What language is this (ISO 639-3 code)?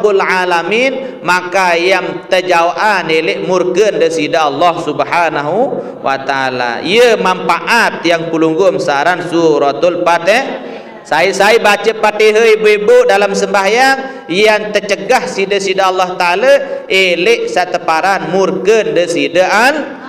sas